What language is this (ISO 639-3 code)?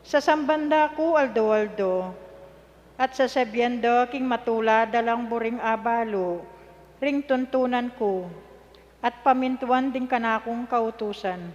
pam